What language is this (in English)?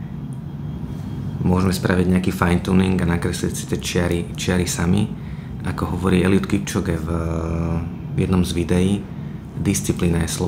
Slovak